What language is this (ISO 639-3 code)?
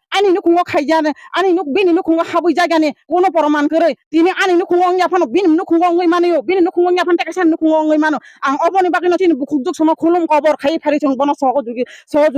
trp